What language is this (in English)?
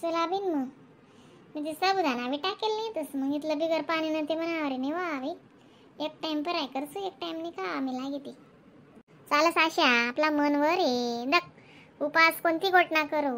Khandesi